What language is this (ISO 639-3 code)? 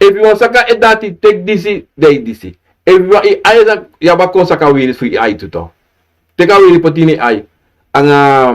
srn